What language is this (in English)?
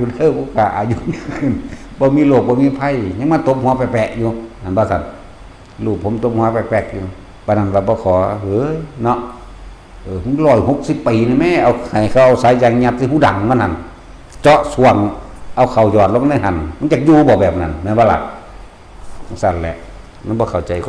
Northeastern Thai